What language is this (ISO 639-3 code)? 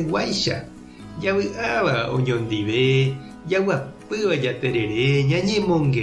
grn